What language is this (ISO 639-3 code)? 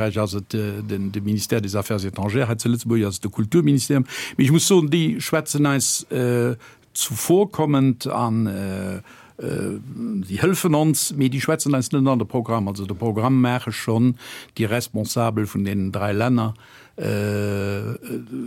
ltz